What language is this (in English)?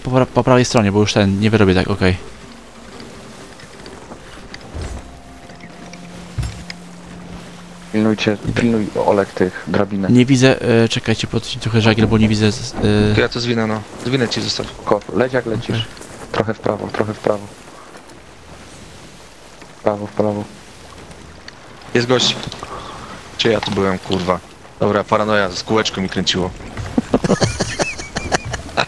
Polish